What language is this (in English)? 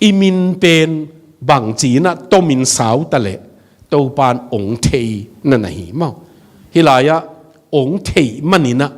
Tedim Chin